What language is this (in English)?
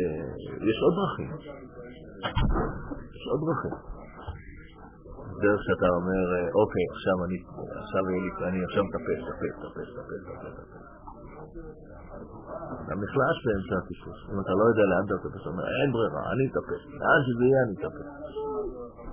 Hebrew